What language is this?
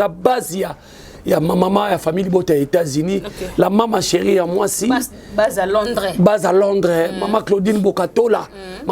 Lingala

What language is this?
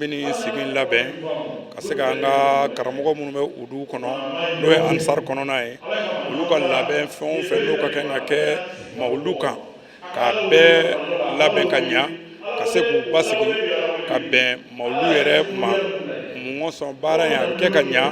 Bambara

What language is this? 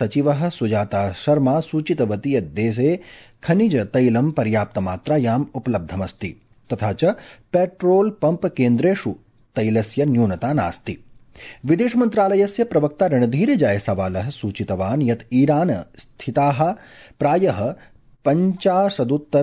Sanskrit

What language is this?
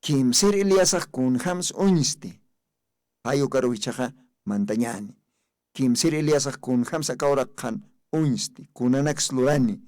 Aymara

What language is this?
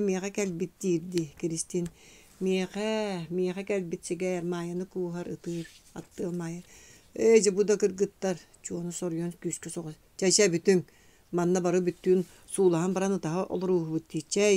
Yakut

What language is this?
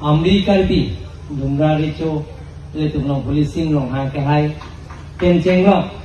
Karbi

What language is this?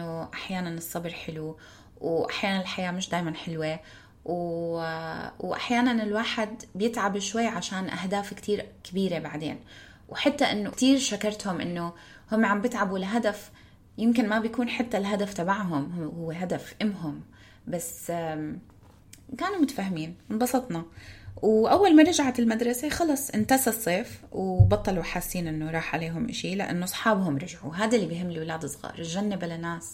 North Levantine Arabic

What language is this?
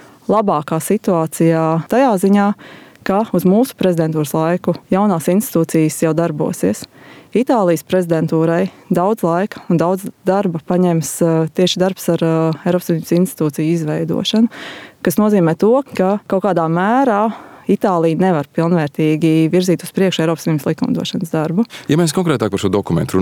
Latvian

